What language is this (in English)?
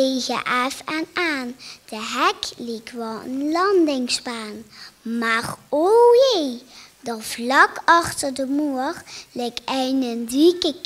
Limburgish